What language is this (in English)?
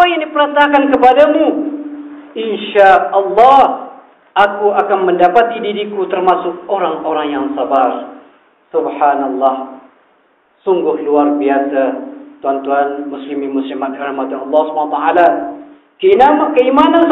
Malay